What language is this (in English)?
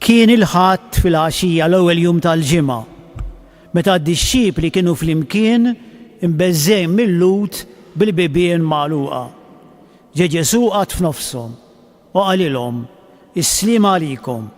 Maltese